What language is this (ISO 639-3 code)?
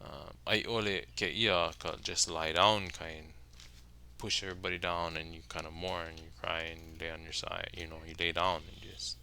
haw